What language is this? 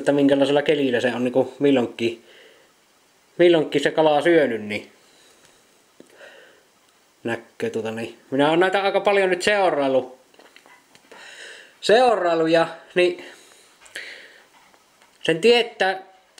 Finnish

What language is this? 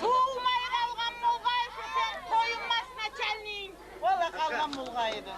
Kumyk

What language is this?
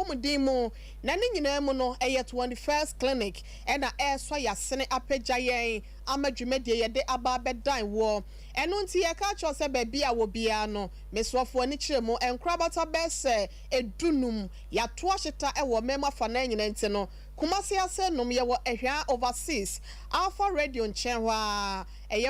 Akan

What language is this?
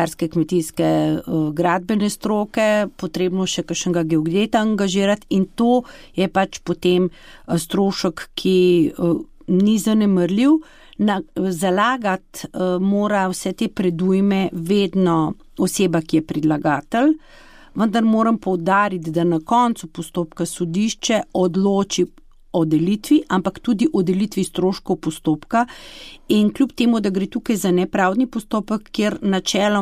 Slovenian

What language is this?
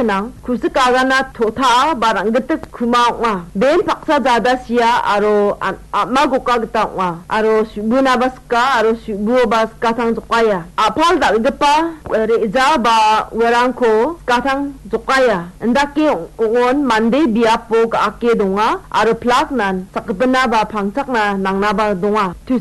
Garo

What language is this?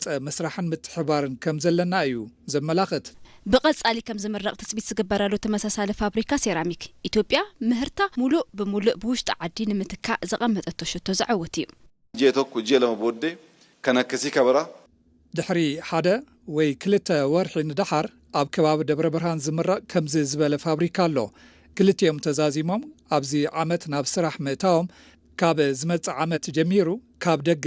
Tigrinya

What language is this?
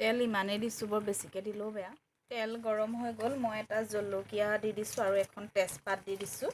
Assamese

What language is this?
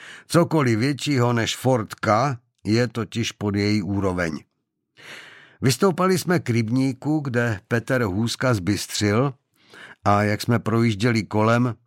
Czech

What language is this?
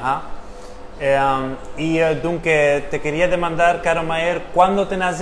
Ladino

